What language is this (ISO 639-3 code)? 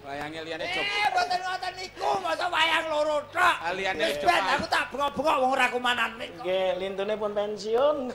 jav